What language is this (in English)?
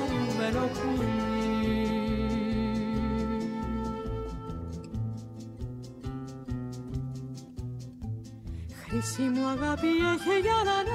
Greek